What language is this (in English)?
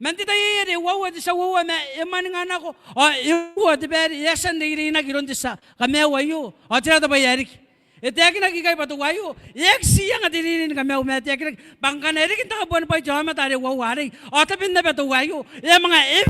Gilbertese